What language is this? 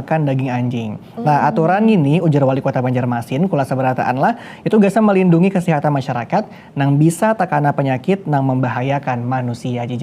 Banjar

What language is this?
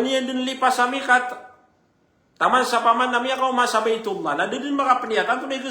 Maranao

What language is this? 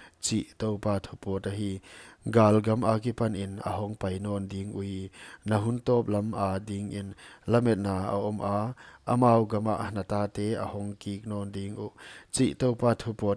Paite Chin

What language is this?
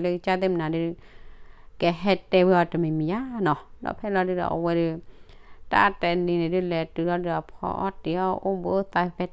S'gaw Karen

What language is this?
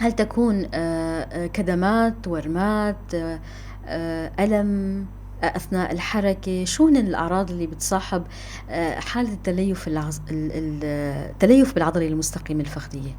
North Levantine Arabic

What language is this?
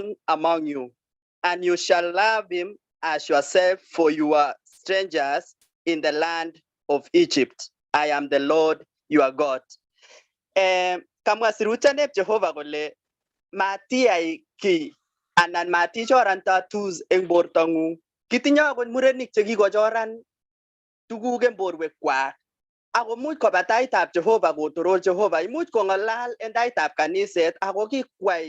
Kalenjin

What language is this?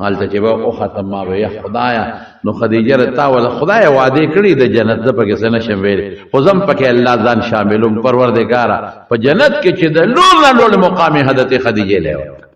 Pashto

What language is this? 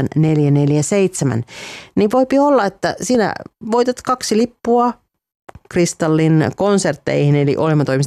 Finnish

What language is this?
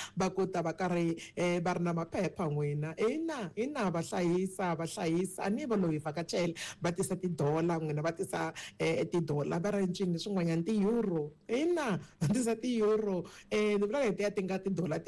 Tsonga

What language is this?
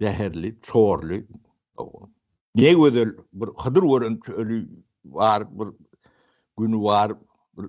Turkmen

